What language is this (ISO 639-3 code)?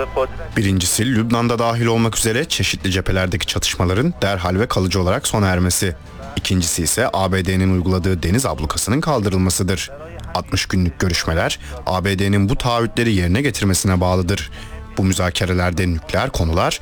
tur